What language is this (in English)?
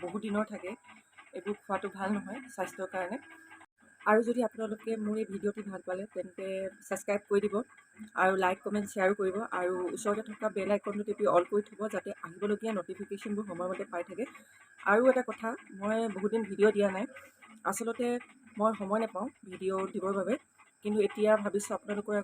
Assamese